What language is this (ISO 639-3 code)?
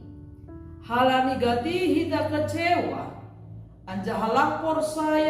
bts